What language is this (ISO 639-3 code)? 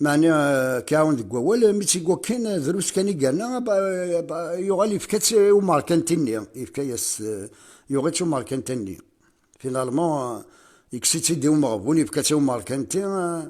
kab